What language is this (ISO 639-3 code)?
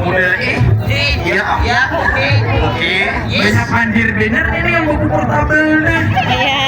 bjn